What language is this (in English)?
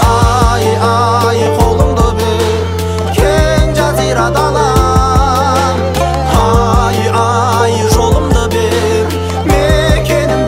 Kazakh